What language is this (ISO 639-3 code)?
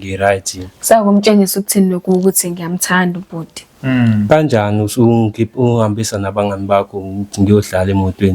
zul